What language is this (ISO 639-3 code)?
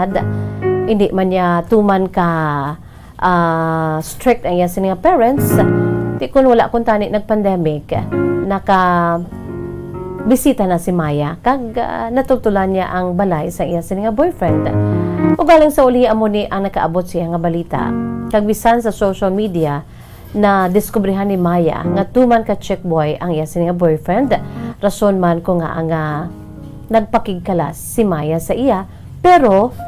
hil